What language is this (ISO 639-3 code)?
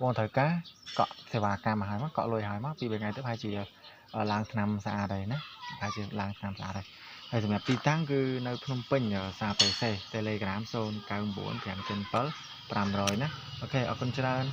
khm